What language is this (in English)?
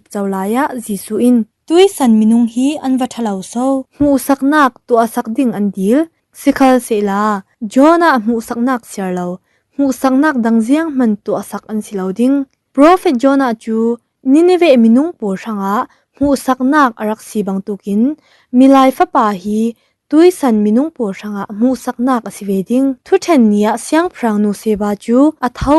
Falam Chin